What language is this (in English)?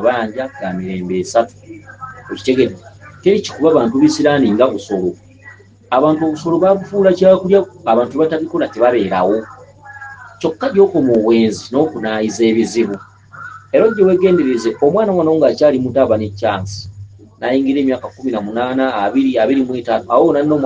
Ganda